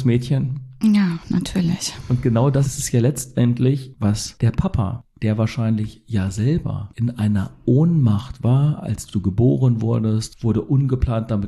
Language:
German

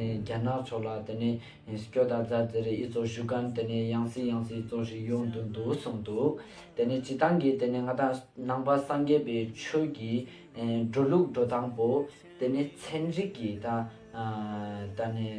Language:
Ladakhi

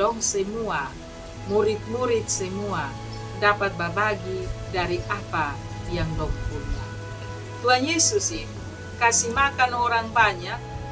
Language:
Kupang Malay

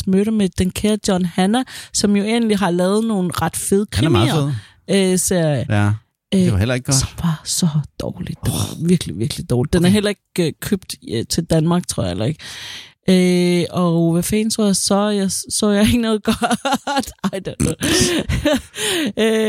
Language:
Danish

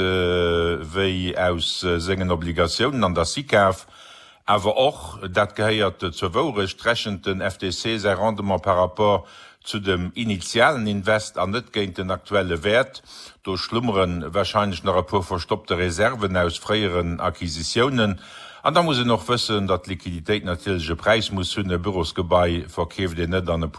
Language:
Luxembourgish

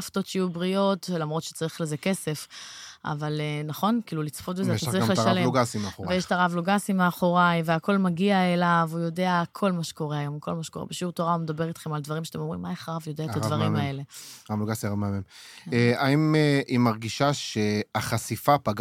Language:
Hebrew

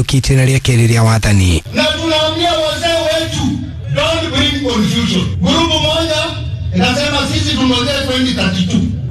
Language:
Kikuyu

